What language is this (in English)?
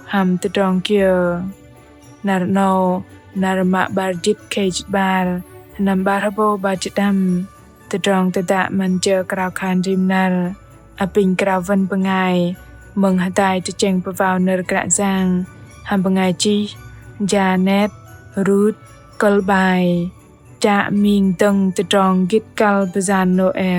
Bahnar